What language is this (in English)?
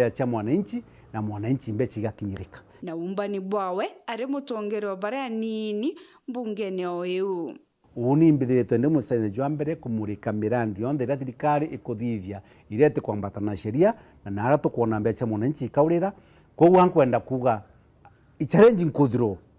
Meru